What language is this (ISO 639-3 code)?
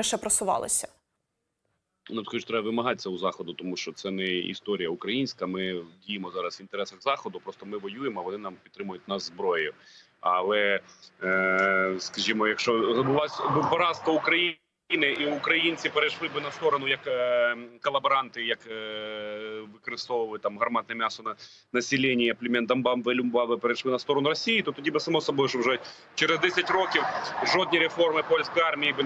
ukr